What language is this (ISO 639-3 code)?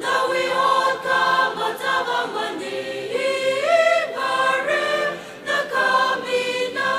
nmf